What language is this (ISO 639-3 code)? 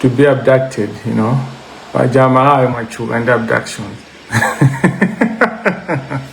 nya